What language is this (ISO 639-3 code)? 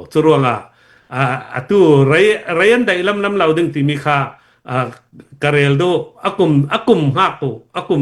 cfm